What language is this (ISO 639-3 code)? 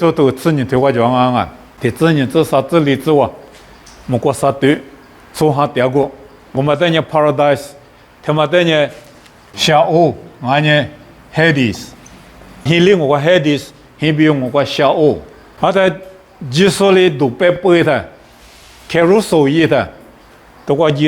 lis